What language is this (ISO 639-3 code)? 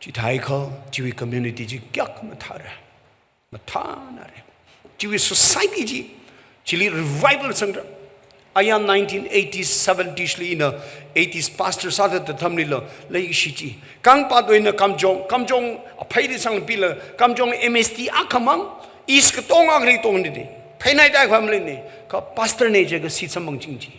nmf